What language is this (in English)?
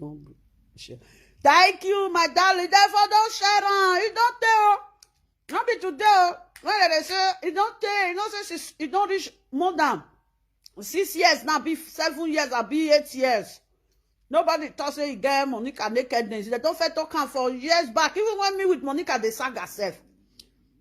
Nigerian Pidgin